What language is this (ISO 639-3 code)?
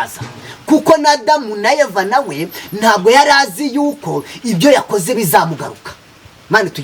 kin